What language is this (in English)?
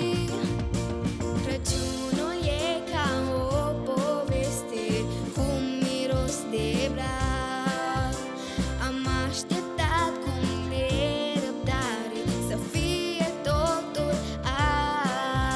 Romanian